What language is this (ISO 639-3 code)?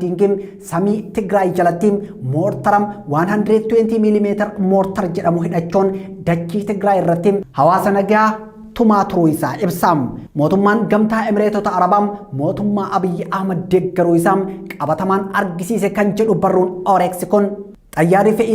orm